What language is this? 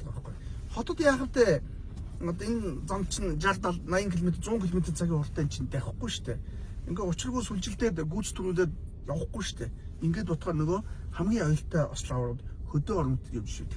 Mongolian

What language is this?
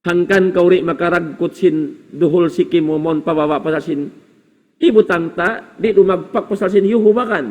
Tausug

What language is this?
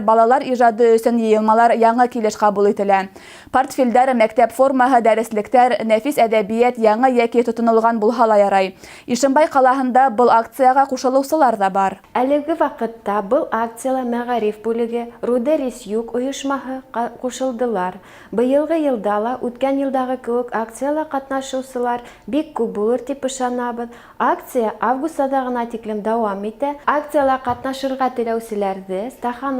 Bashkir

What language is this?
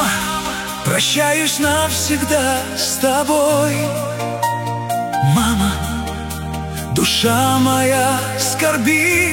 Russian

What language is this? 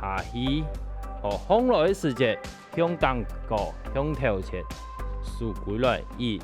Hakka Chinese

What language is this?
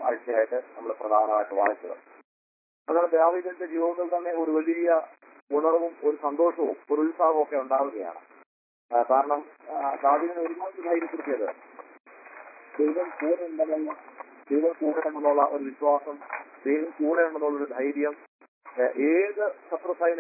Malayalam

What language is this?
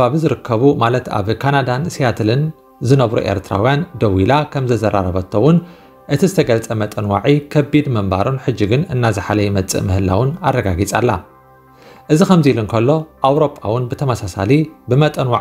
Tigrinya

